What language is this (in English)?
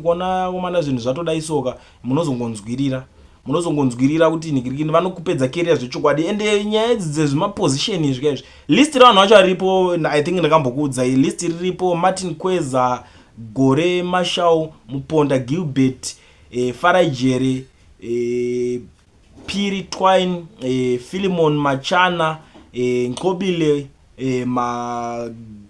Shona